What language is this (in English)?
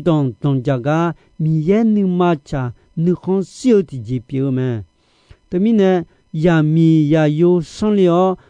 Akha